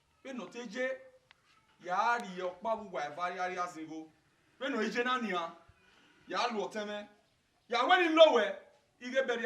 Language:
Bini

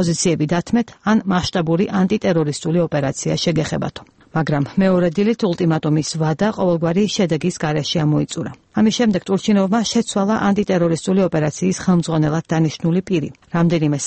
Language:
Georgian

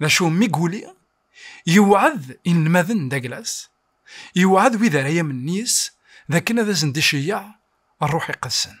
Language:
Kabyle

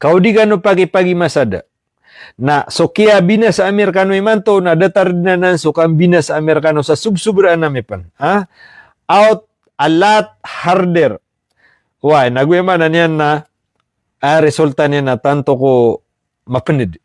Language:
Maranao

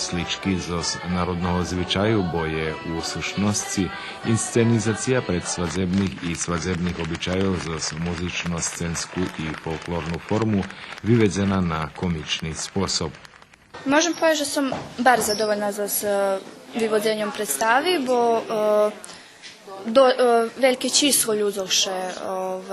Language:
Rusyn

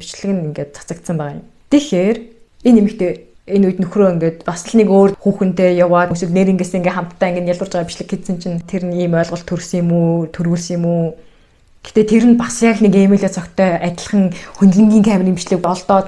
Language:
Mongolian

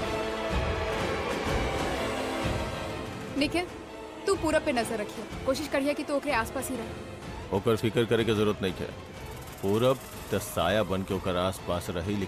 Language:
Bhojpuri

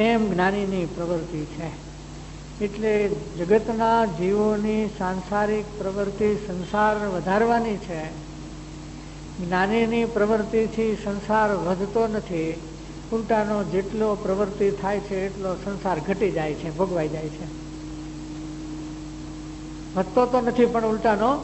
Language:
Gujarati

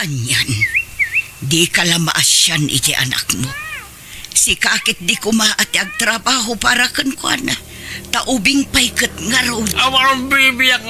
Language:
Iloko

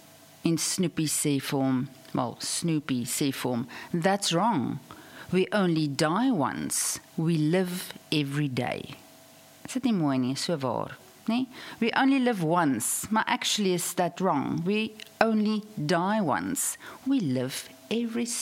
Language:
Afrikaans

